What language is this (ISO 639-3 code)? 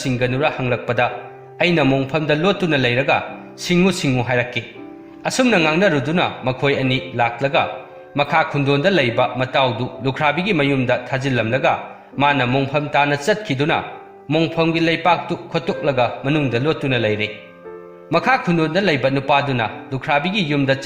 mni